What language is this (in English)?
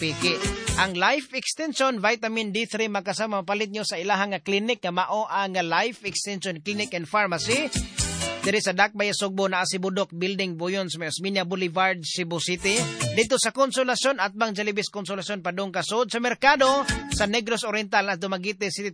Cebuano